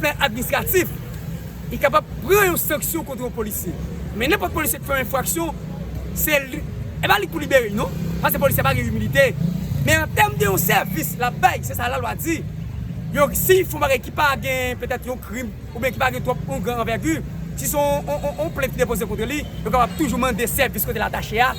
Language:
Haitian Creole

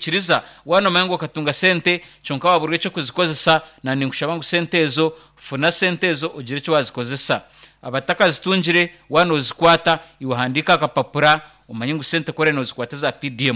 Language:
Nyankole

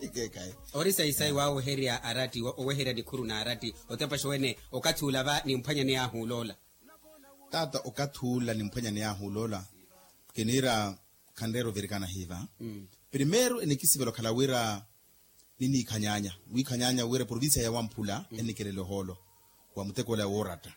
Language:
Makhuwa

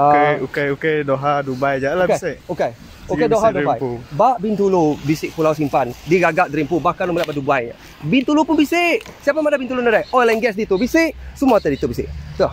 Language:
Iban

